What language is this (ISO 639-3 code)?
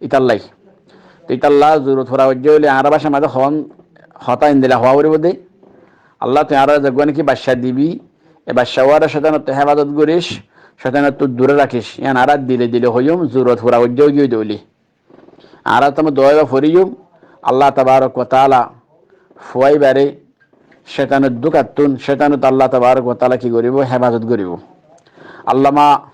rhg